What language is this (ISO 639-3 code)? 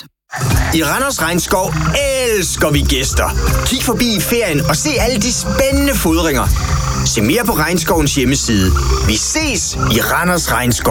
dan